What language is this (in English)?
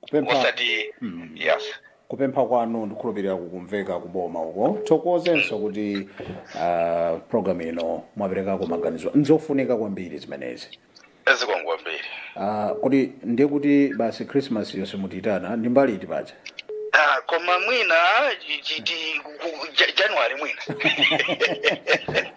Nyanja